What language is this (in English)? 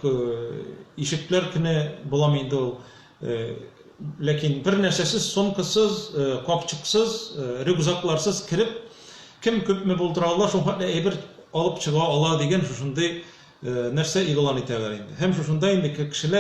Tatar